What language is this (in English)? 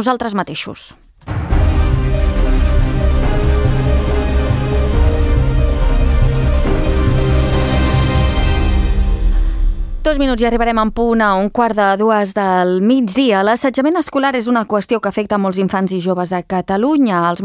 Catalan